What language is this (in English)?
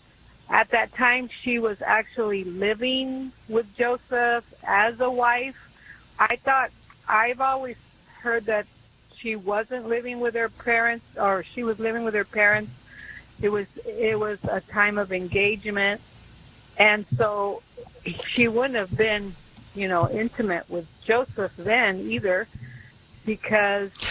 English